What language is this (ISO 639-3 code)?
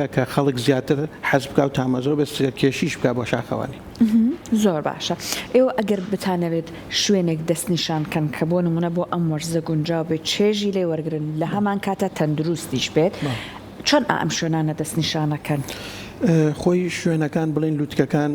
ckb